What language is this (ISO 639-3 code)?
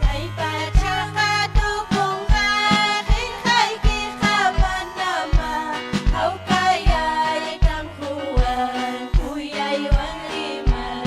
quy